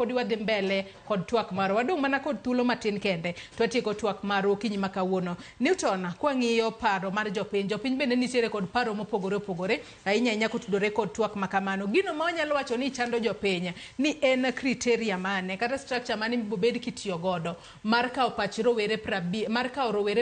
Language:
Luo (Kenya and Tanzania)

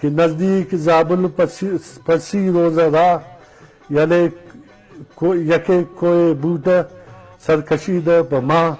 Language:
Eastern Balochi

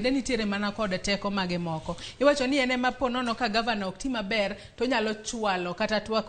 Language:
Luo (Kenya and Tanzania)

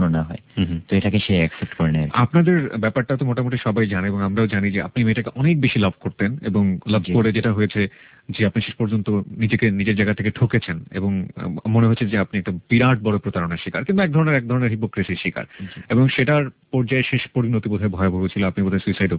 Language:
Bangla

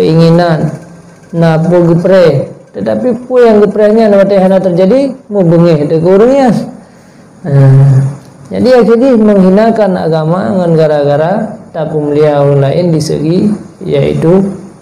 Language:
Achinese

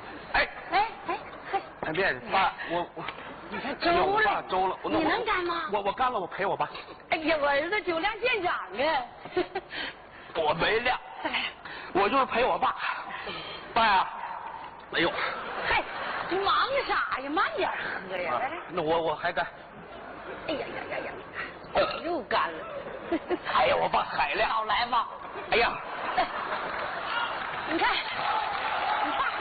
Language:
Chinese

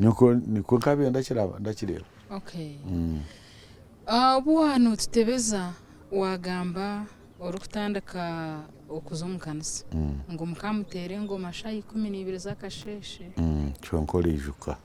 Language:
Nyankole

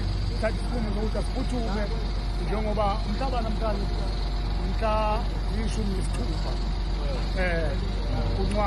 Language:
Zulu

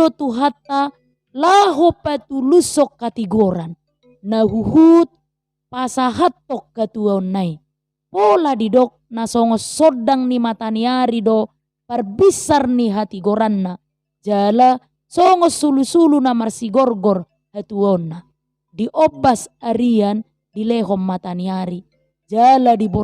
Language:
Batak Toba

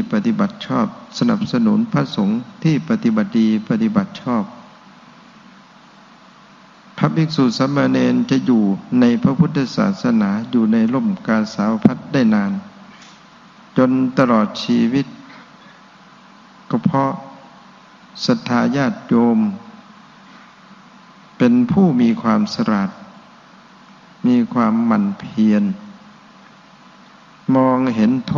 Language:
Thai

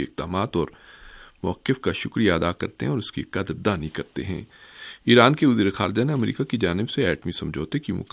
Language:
Urdu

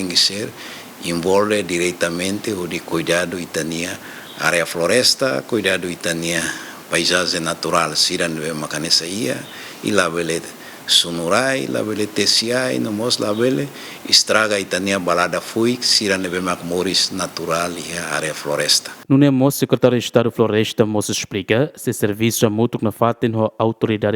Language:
Tetum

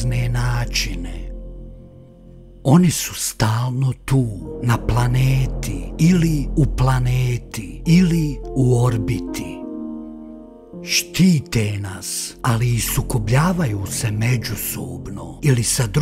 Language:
Croatian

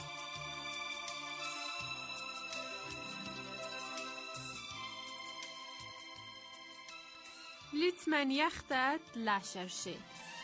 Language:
Persian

